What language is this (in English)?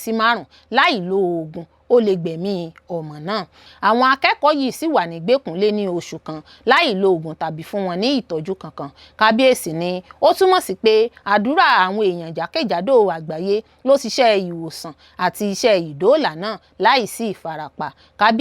Yoruba